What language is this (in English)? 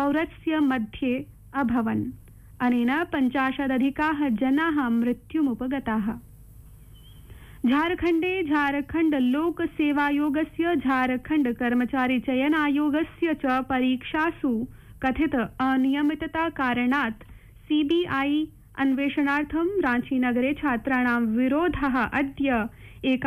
Sanskrit